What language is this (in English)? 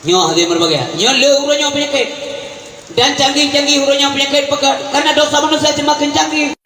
Achinese